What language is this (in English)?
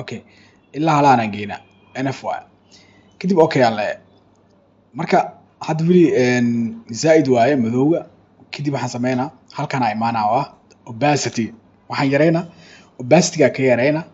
Somali